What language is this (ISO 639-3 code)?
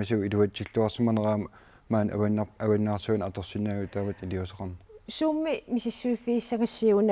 kal